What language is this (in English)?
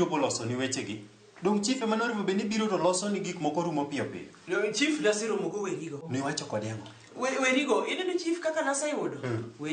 Luo (Kenya and Tanzania)